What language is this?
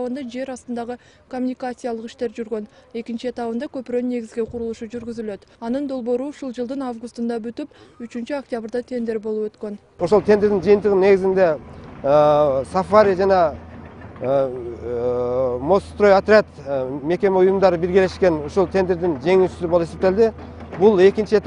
Kyrgyz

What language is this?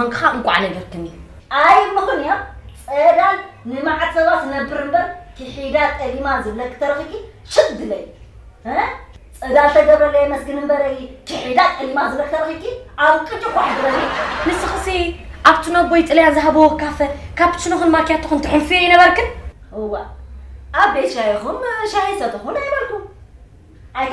Tigrinya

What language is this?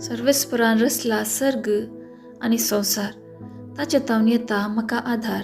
Konkani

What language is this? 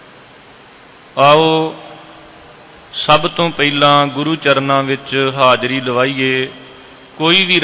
Punjabi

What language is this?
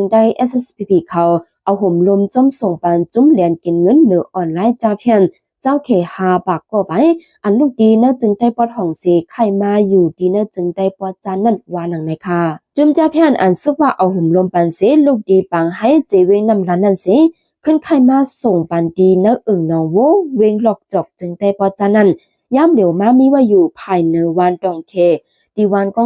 Shan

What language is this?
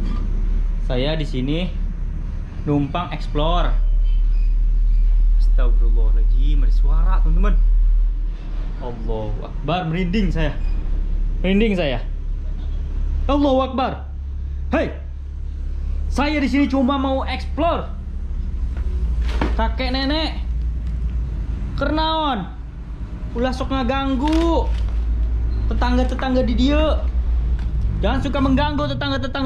Indonesian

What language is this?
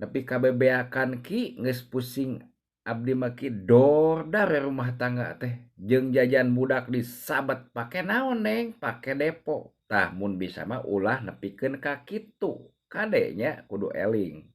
Sundanese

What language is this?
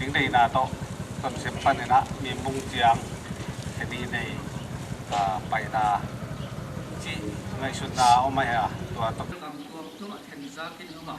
Tedim Chin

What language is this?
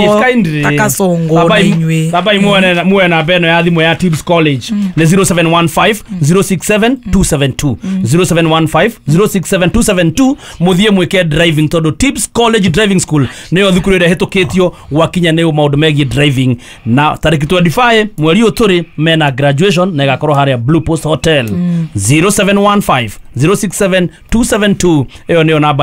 Kikuyu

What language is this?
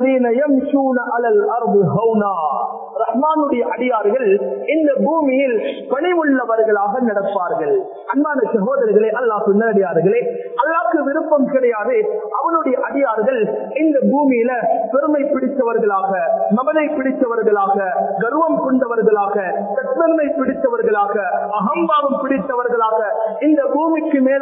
Tamil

